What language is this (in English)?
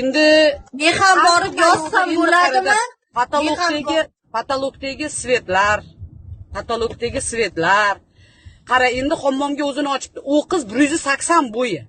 Uzbek